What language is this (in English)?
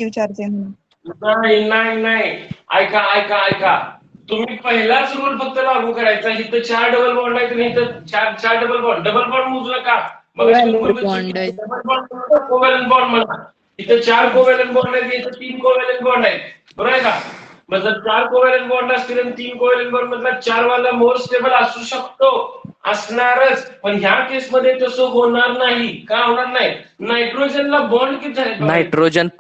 Marathi